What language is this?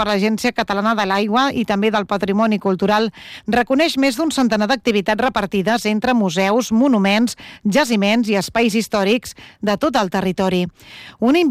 Catalan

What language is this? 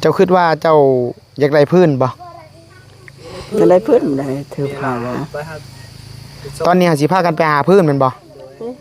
Northeastern Thai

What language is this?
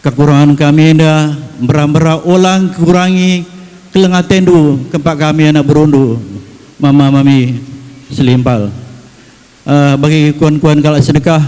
Batak Karo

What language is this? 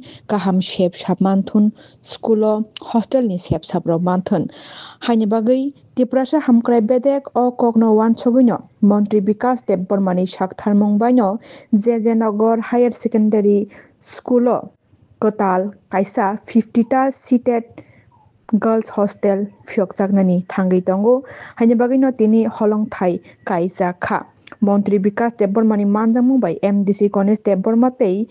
Kok Borok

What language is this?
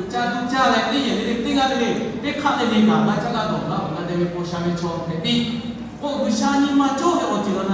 Lahu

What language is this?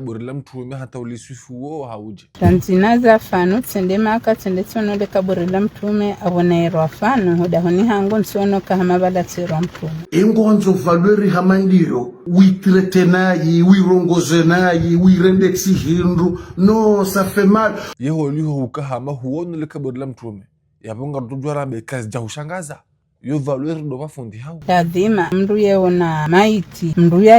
Ngazidja Comorian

